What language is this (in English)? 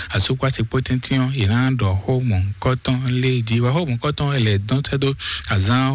Fon